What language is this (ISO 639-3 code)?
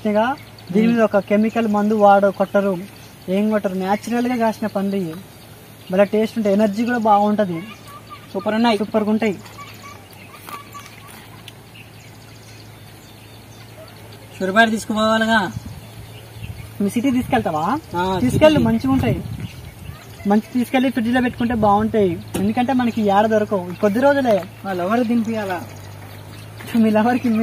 tel